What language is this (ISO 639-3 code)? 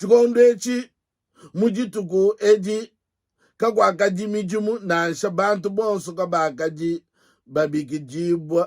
lua